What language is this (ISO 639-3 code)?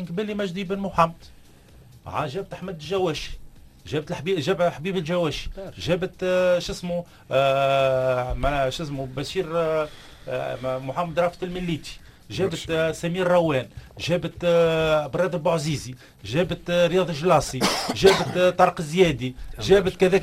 aeb